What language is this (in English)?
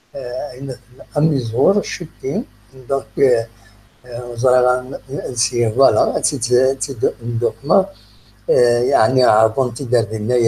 Kabyle